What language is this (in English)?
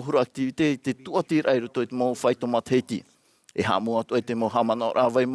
Tahitian